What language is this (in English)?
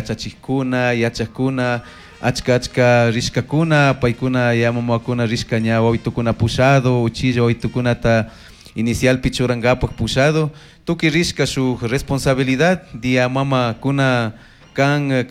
Chimborazo Highland Quichua